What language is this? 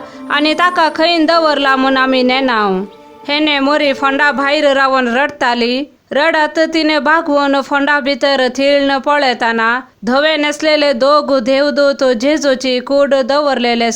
Konkani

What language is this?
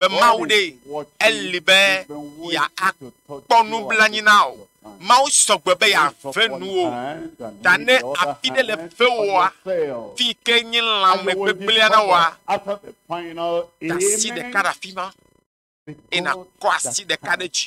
Ewe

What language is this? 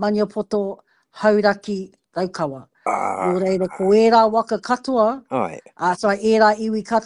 Māori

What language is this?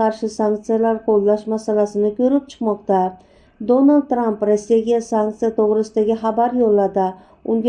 Uzbek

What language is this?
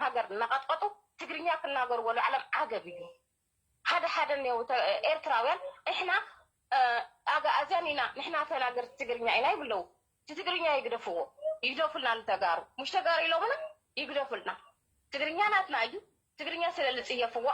Tigrinya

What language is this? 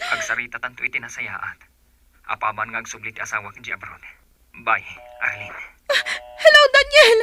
Iloko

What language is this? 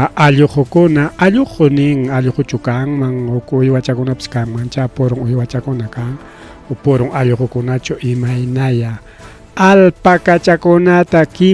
Ayacucho Quechua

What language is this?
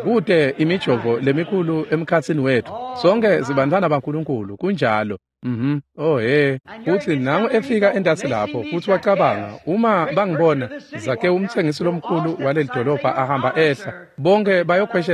Swati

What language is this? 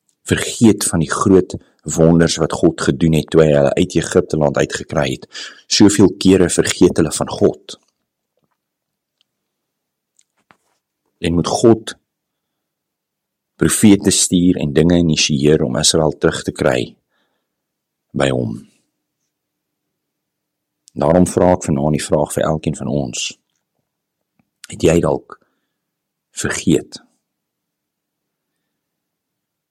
Afrikaans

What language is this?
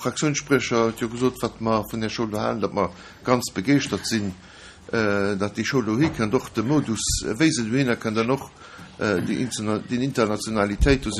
Luxembourgish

